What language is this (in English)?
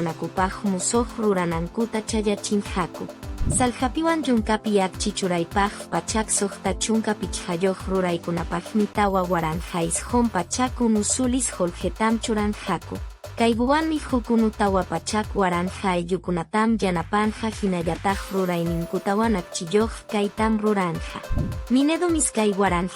Quechua